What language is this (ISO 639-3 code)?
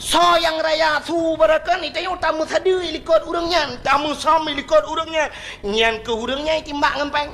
ace